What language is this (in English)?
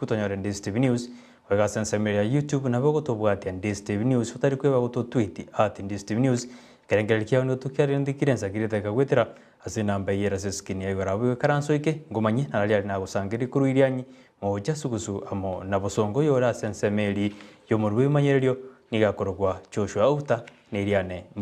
Gusii